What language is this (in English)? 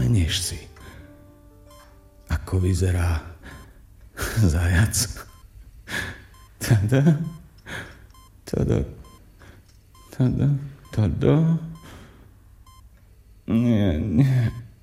Slovak